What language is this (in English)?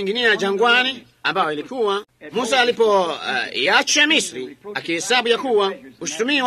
Swahili